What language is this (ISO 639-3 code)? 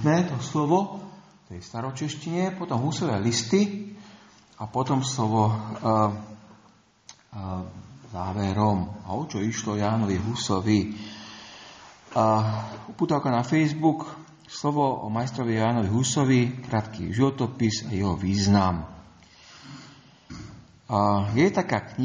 slk